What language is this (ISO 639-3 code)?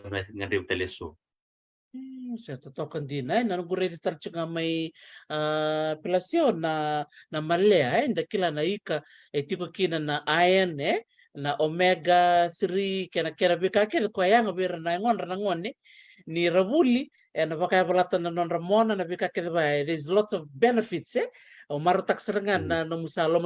fij